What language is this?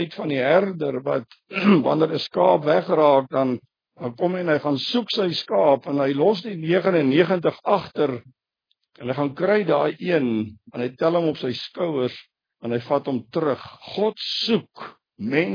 Afrikaans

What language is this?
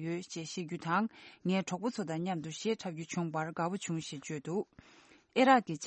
Tibetan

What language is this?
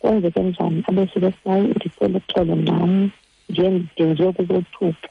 Xhosa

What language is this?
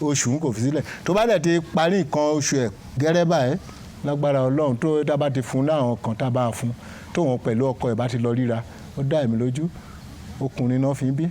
Yoruba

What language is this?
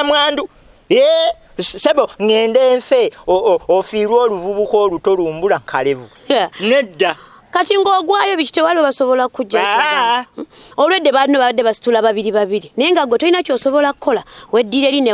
Ganda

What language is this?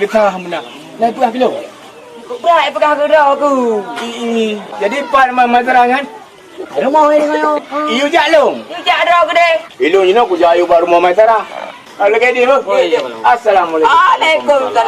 Achinese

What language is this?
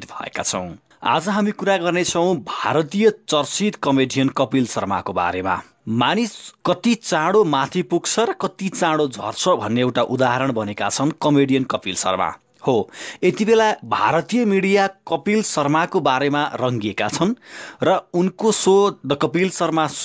Nepali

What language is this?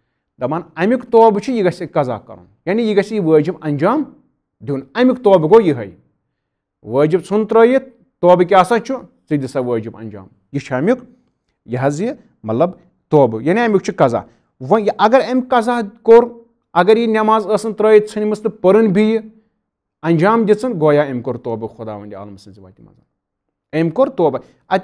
Kashmiri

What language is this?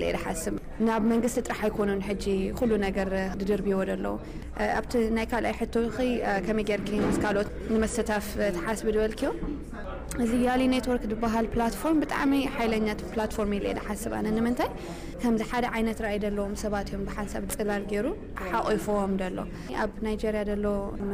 Tigrinya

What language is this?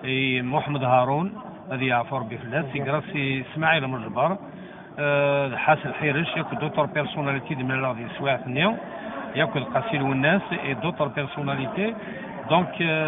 Kabyle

